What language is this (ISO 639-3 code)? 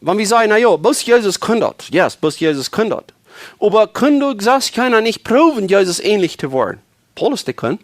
pdt